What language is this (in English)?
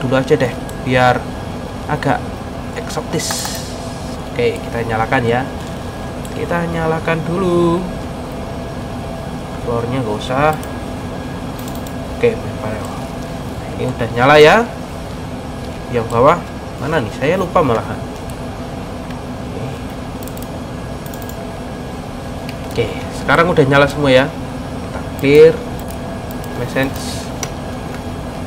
Indonesian